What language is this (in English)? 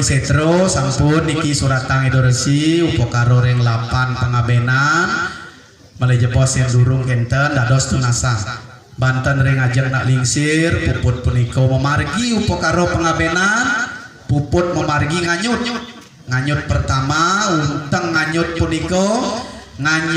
Balinese